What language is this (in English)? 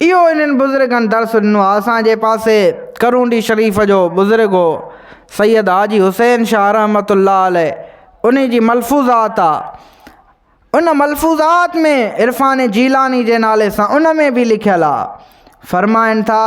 Sindhi